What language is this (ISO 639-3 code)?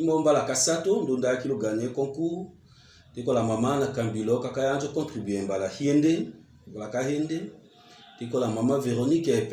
tll